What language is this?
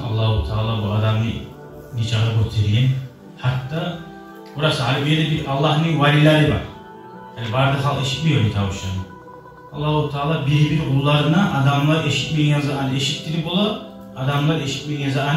Kumyk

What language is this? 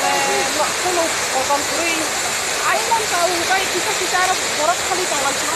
Kok Borok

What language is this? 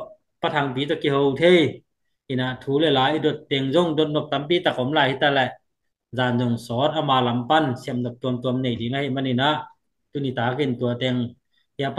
Tedim Chin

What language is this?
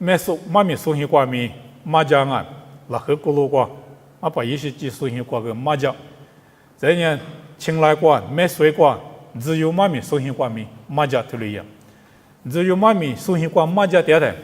Lisu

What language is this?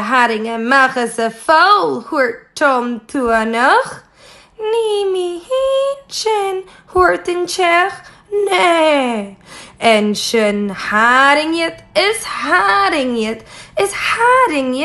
Scottish Gaelic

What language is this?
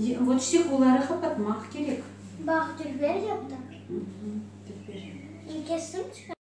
Crimean Tatar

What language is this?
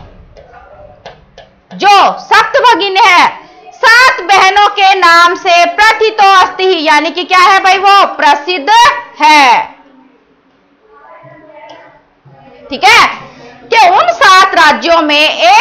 Hindi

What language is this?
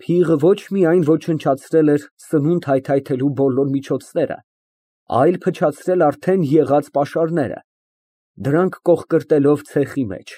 Armenian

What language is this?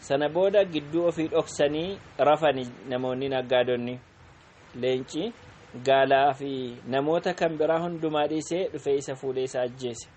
Oromo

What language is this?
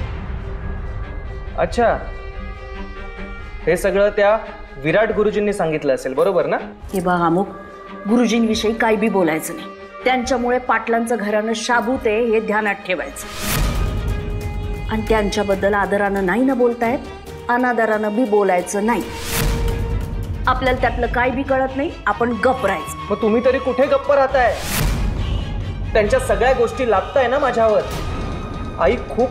Marathi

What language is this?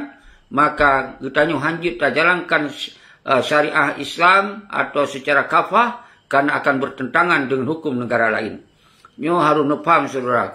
Achinese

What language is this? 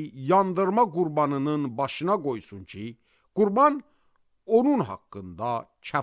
Azerbaijani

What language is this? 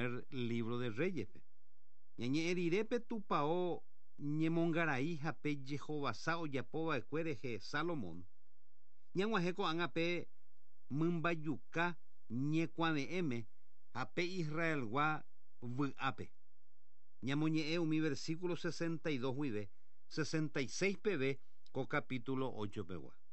Guarani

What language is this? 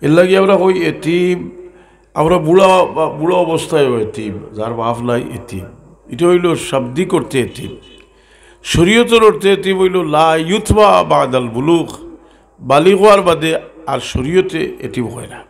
Sylheti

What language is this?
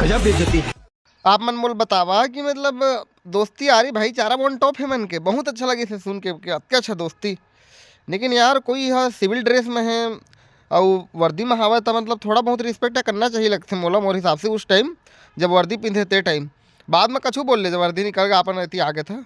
Chhattisgarhi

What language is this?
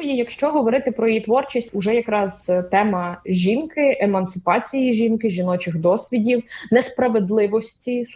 Ukrainian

